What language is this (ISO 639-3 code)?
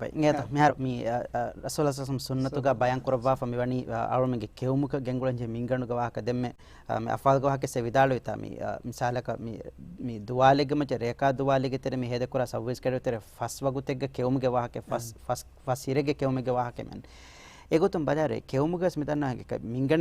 div